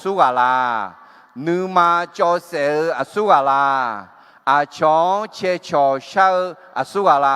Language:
Akha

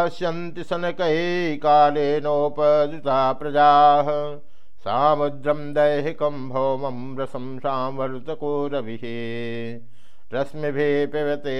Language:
Sanskrit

